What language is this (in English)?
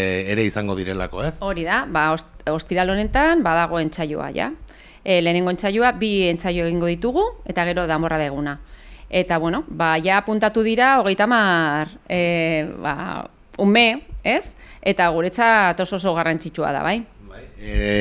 Basque